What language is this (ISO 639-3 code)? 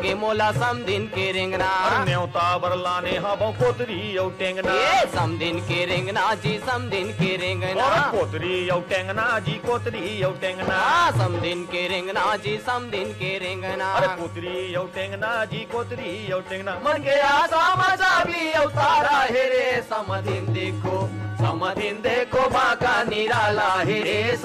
hne